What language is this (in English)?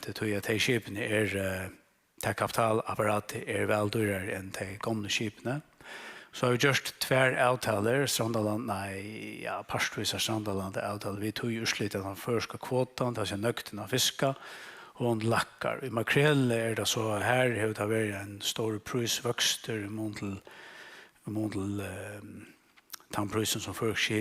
Faroese